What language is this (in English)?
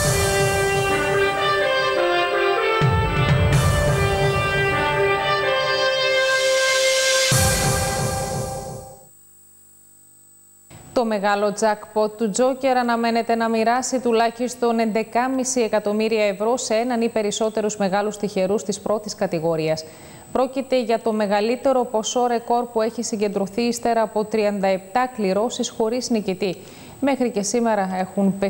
Greek